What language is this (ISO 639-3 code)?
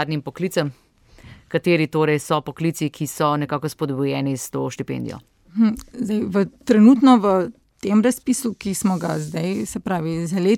slv